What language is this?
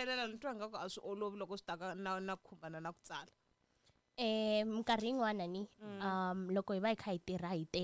Tsonga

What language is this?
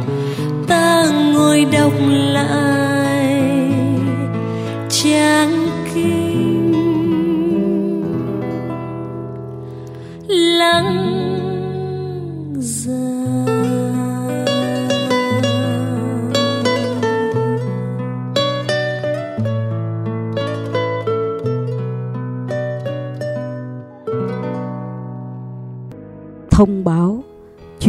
Vietnamese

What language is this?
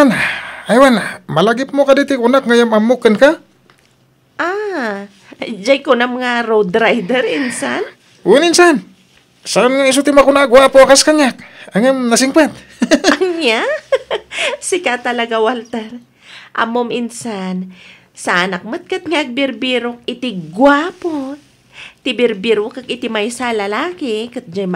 Iloko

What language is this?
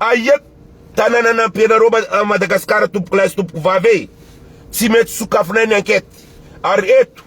Malagasy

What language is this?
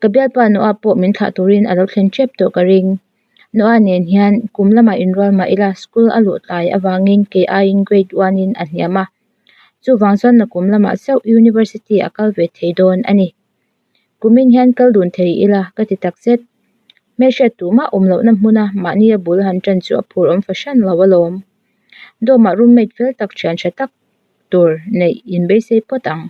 Mizo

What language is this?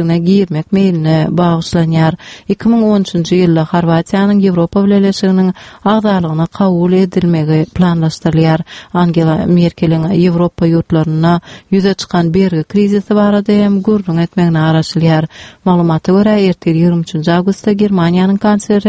Turkmen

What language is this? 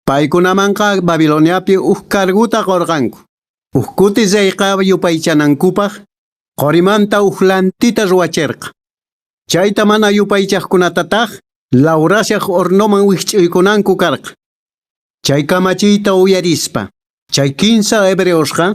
Quechua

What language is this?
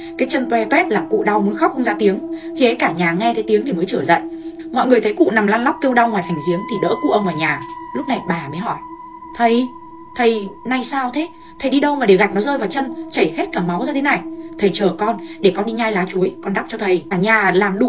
Vietnamese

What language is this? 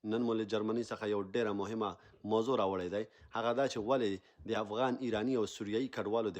Pashto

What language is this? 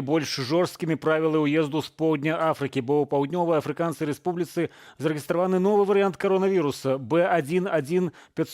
Belarusian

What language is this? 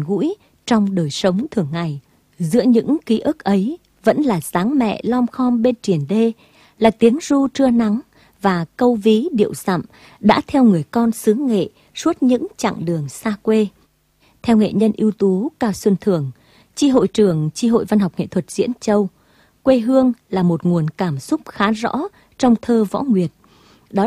Vietnamese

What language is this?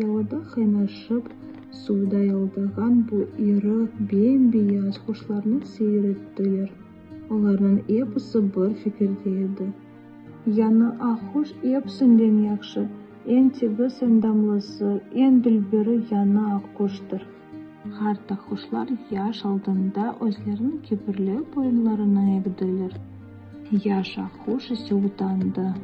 Crimean Tatar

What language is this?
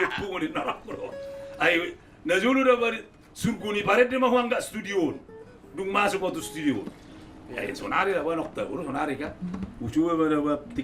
Batak Toba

